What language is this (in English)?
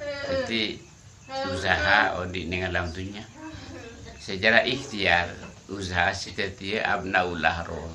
Madurese